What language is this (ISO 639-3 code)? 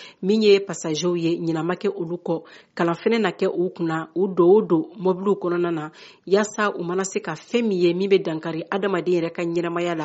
bam